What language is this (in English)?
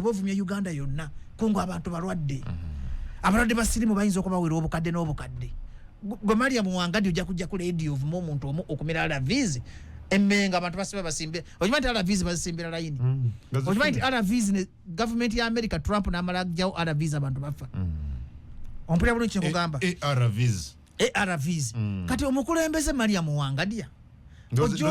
Ganda